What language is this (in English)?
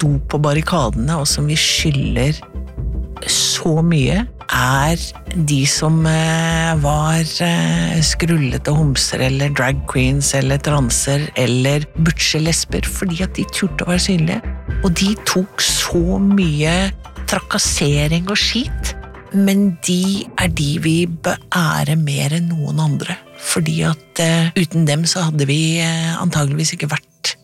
Norwegian